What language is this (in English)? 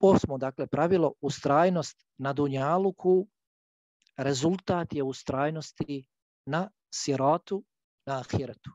Bosnian